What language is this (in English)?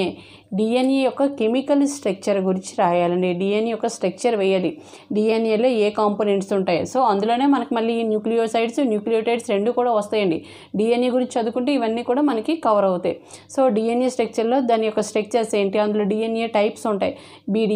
Telugu